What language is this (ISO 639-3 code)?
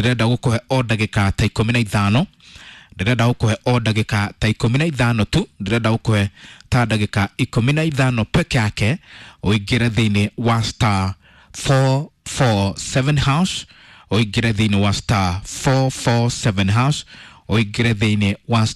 kik